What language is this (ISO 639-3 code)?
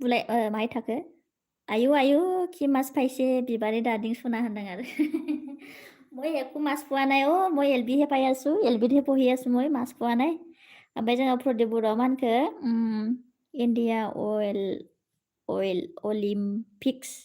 brx